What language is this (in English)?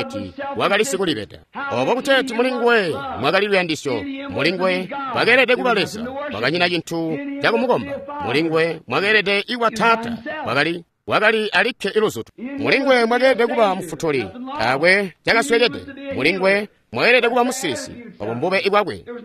Tonga (Zambia)